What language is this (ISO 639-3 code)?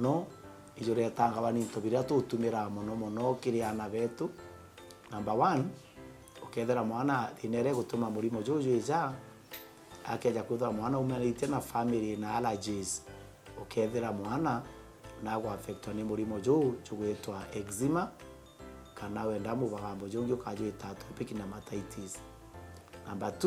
mer